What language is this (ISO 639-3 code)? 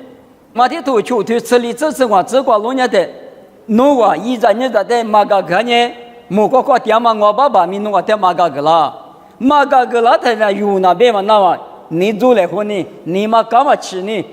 lis